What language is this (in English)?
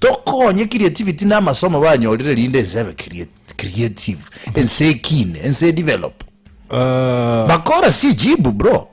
Gusii